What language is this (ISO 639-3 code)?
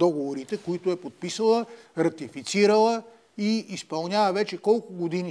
bul